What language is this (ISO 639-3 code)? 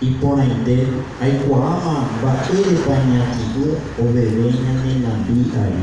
grn